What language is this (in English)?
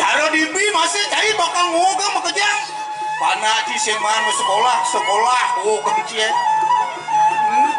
Balinese